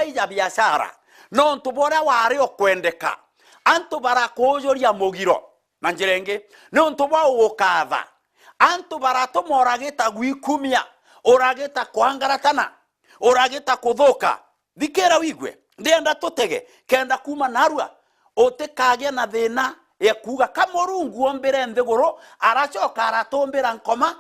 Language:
Meru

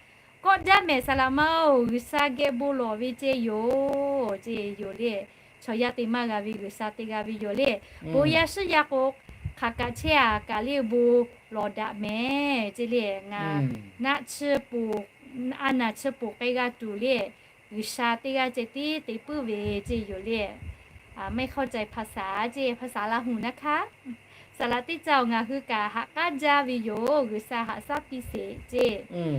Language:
Lahu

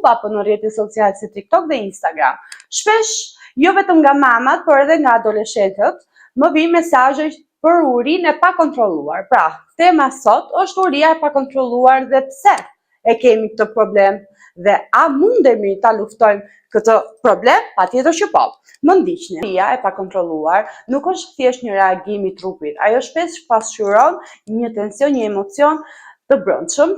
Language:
Albanian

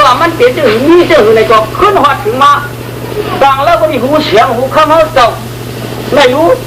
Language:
Shan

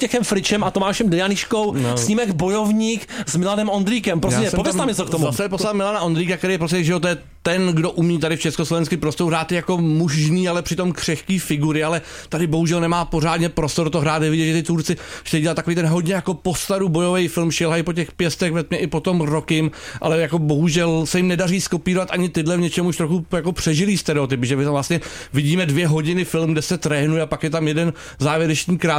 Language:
Czech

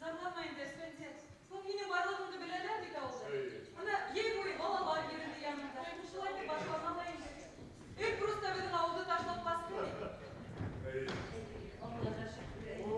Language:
Bashkir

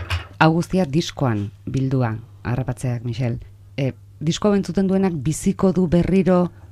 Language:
Basque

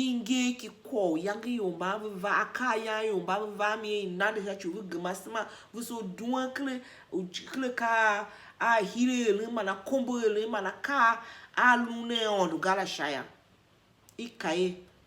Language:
Tiv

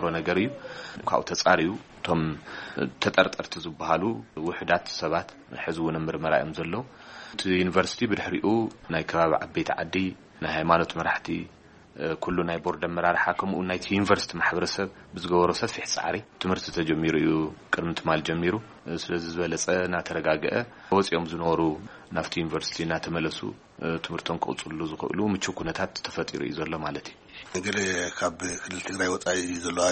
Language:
Tigrinya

